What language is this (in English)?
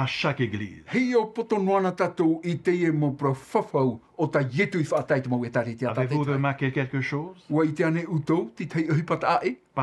Tahitian